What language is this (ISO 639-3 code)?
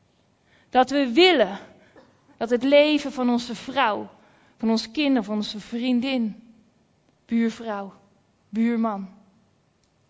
nld